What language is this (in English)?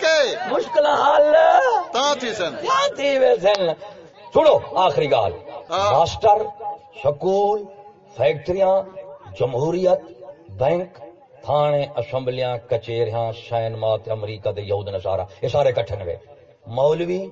Saraiki